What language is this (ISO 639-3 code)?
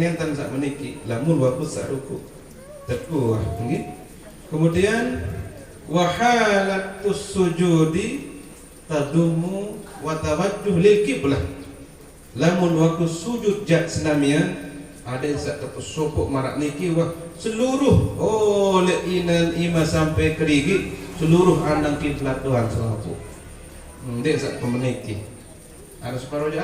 sas